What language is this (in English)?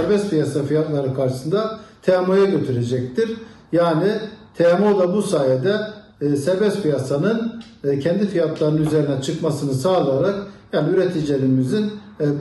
Turkish